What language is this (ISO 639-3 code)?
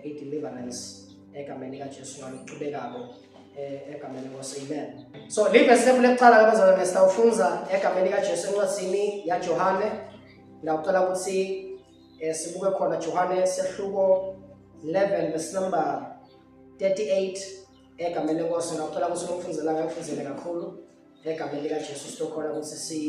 zul